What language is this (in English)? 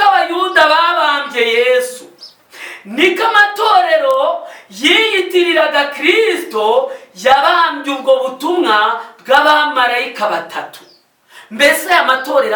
Kinyarwanda